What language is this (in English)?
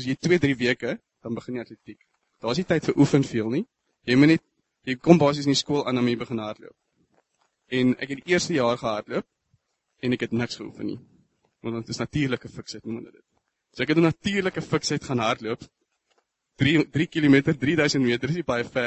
Afrikaans